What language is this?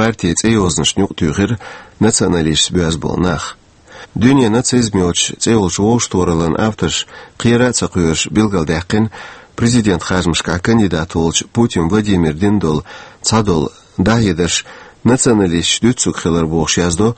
Chechen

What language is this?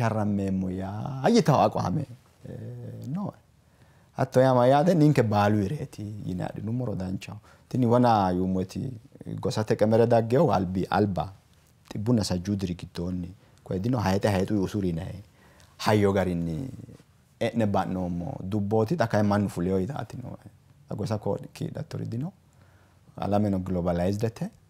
Sidamo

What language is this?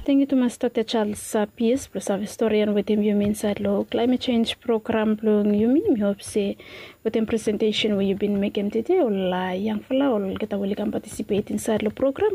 Bislama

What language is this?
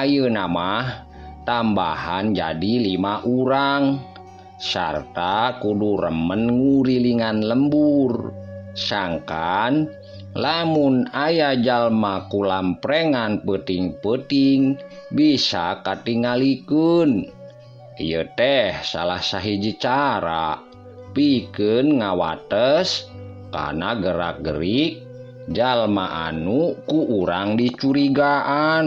Sundanese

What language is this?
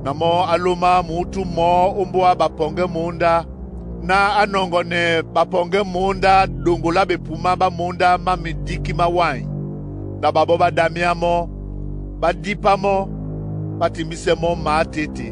Duala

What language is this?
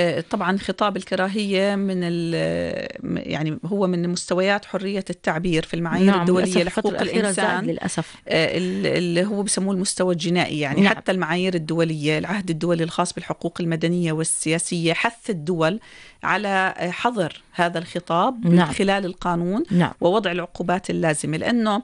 North Levantine Arabic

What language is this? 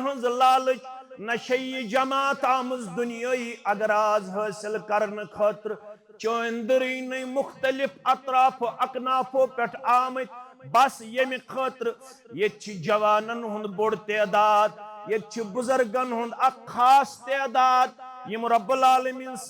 Kashmiri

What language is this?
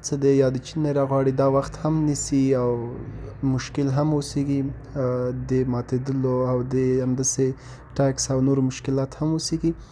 Pashto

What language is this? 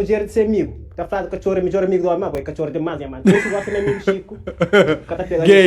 Kabuverdianu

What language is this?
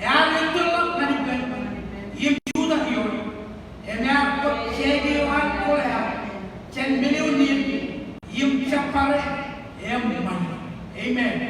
Marshallese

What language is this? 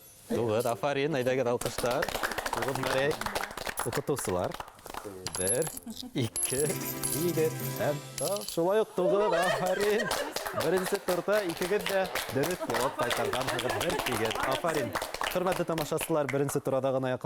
Bashkir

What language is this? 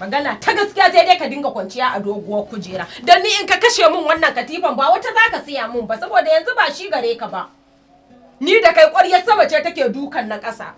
Hausa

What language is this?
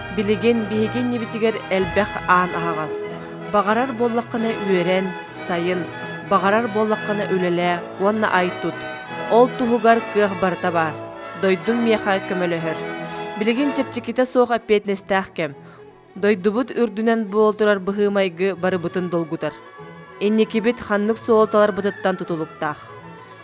Yakut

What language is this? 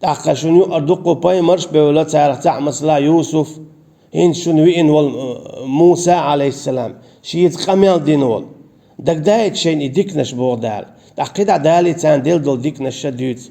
Chechen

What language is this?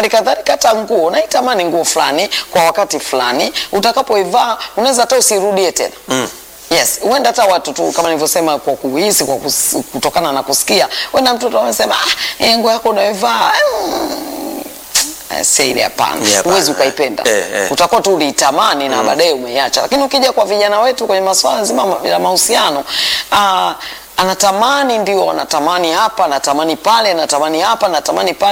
Swahili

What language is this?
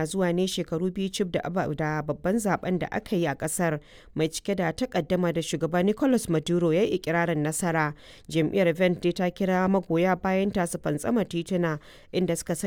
Hausa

